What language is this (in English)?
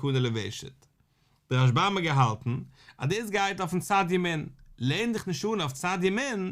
Yiddish